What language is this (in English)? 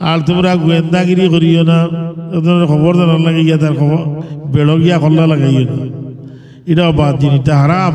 Sylheti